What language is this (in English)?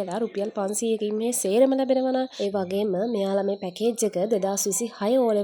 Sinhala